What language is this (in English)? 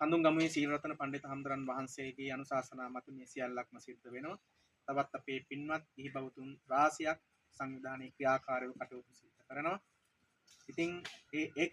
Sinhala